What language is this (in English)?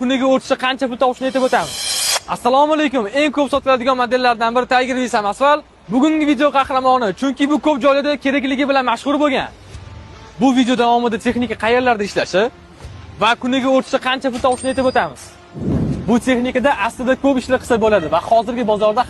Uzbek